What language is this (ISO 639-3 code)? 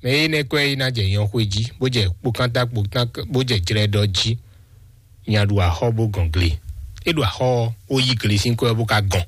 fon